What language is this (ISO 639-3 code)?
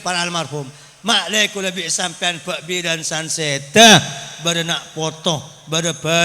mad